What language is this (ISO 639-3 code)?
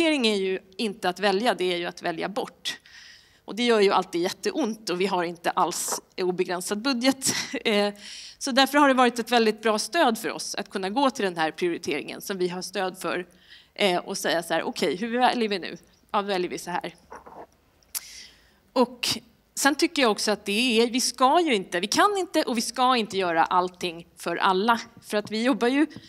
swe